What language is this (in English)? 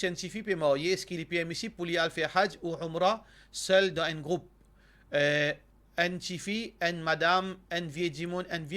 Morisyen